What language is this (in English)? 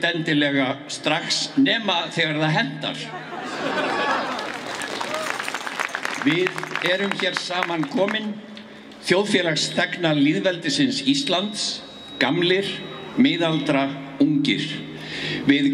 Icelandic